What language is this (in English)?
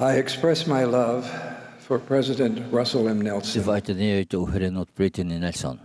Tahitian